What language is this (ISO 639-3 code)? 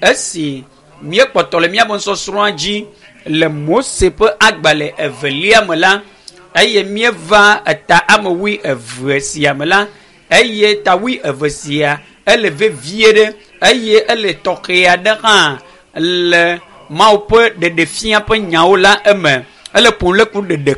ewe